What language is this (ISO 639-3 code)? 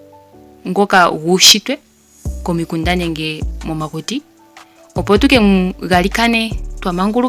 ndo